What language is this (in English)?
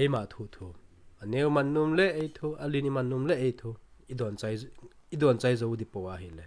Thado Chin